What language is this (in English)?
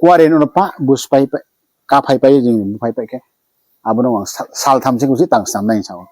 Riang (India)